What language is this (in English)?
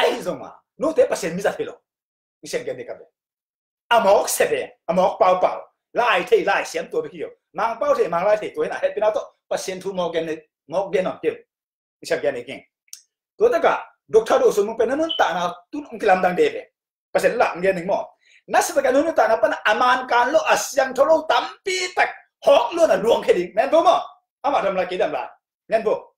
Tedim Chin